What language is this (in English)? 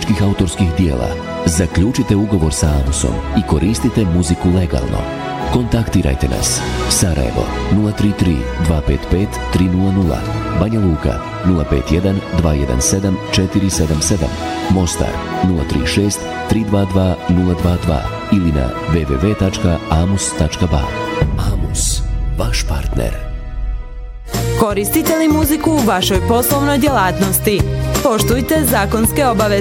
Bosnian